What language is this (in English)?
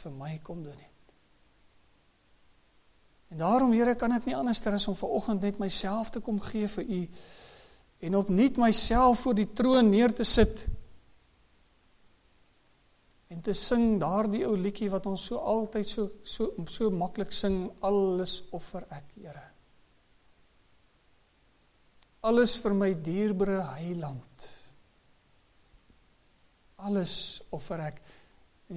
Afrikaans